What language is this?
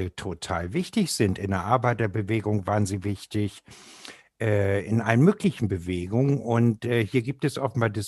German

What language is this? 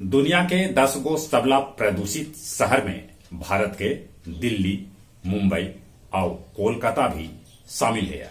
Magahi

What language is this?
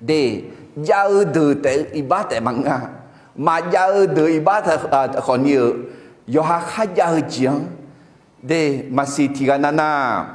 Akha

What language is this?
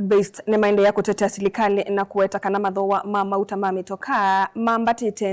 Kamba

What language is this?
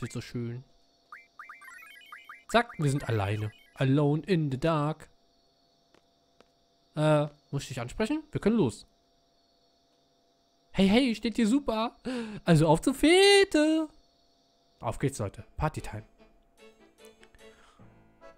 German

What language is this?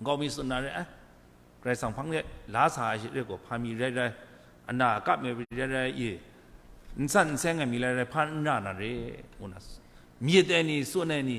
Kachin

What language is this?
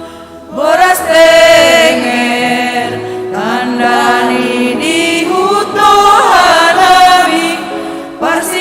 Batak Simalungun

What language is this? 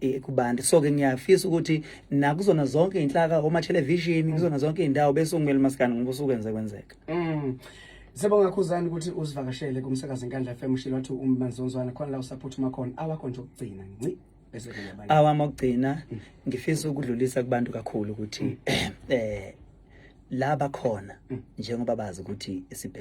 Zulu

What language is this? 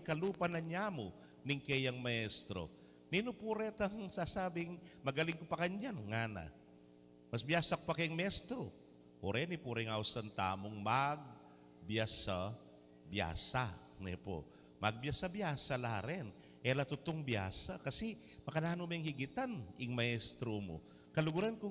Pampanga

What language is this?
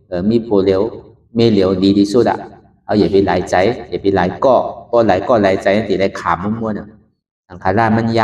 Shan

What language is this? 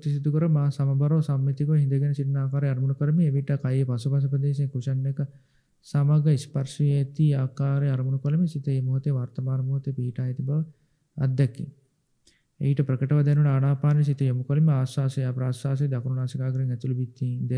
Sinhala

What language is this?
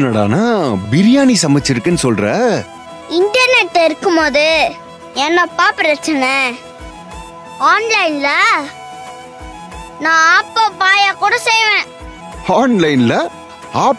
Tamil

